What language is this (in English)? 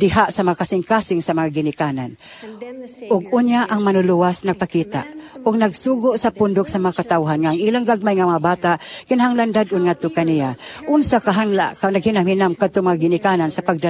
Cebuano